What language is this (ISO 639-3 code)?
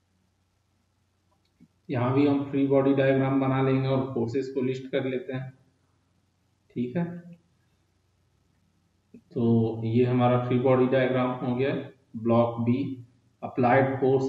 hin